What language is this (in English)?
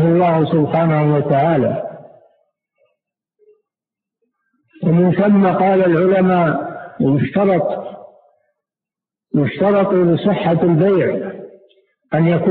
Arabic